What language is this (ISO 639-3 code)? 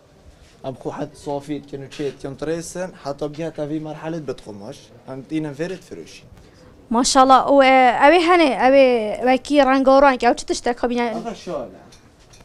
kur